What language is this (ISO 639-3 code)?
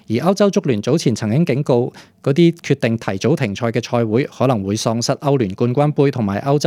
yue